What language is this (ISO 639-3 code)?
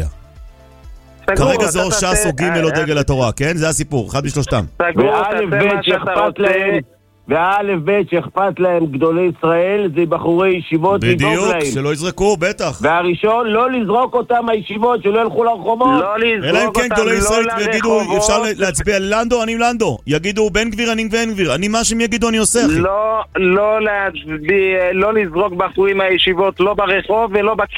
heb